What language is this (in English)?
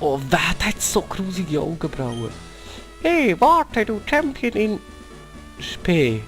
Swiss German